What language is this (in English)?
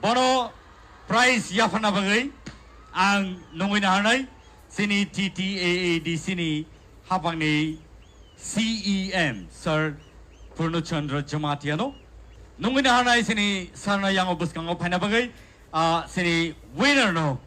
Kok Borok